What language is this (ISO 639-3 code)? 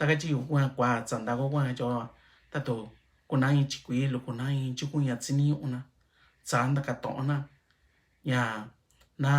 mix